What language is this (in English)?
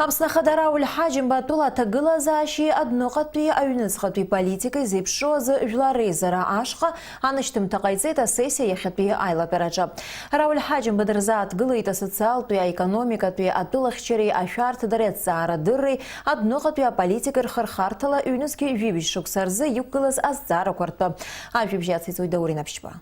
Abkhazian